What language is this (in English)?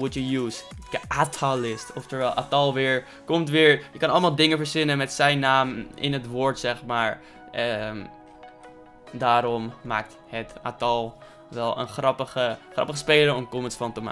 Dutch